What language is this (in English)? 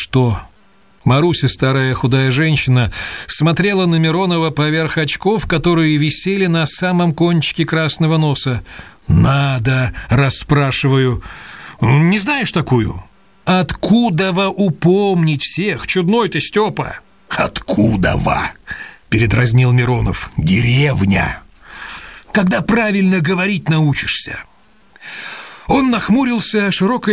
Russian